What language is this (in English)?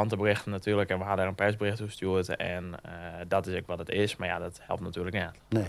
Western Frisian